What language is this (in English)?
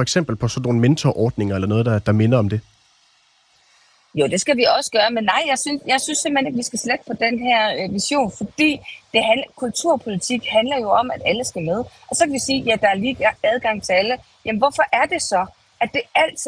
Danish